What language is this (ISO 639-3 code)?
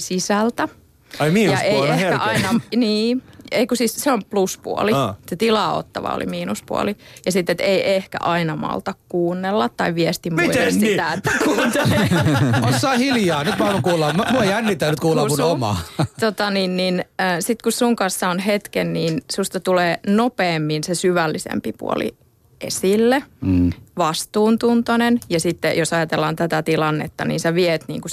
fin